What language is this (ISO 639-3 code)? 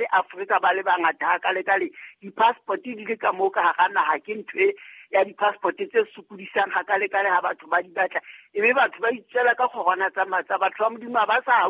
sot